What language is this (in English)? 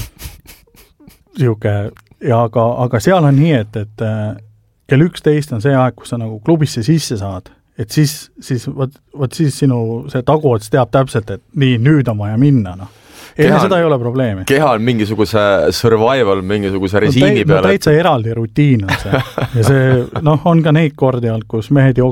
Estonian